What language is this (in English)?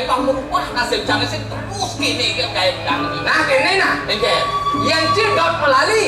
Balinese